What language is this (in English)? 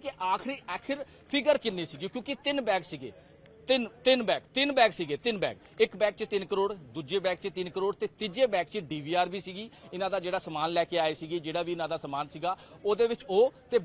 Punjabi